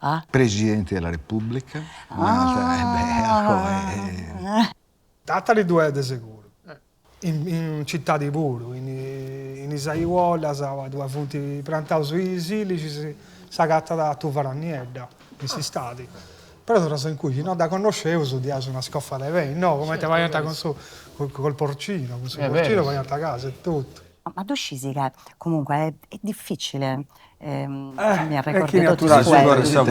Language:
Sardinian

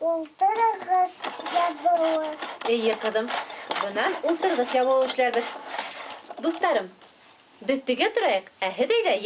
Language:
Bashkir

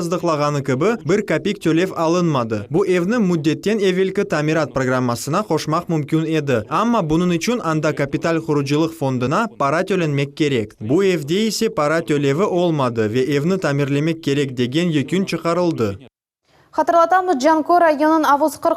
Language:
Crimean Tatar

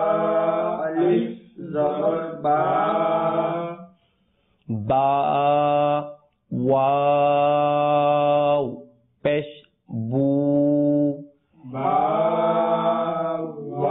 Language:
Bangla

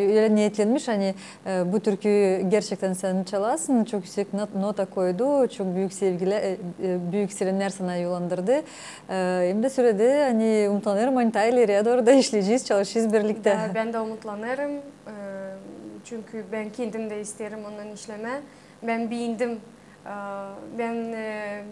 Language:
Gagauz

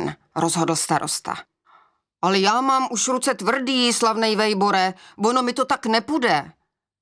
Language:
Czech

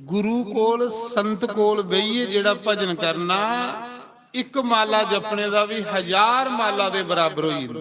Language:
Dogri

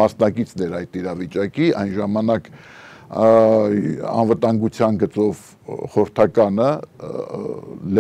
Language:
Armenian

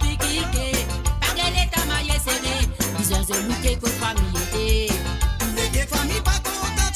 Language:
Morisyen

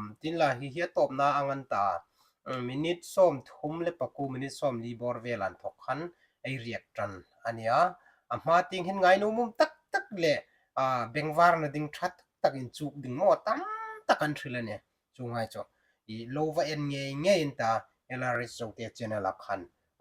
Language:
Hmar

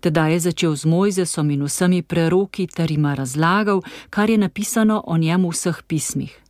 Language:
Slovenian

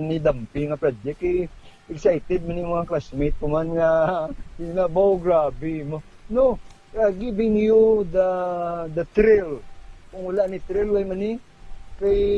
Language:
Hiligaynon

